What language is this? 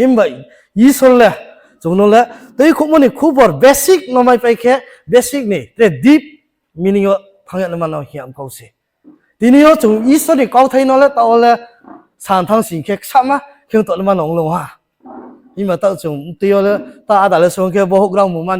Riang (India)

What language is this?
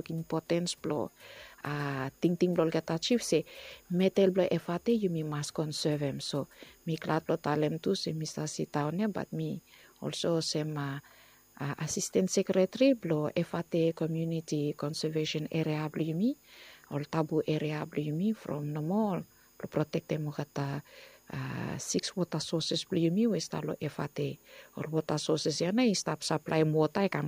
Bislama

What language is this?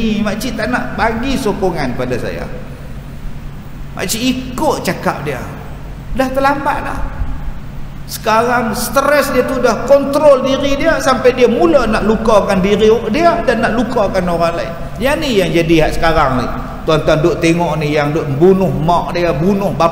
Malay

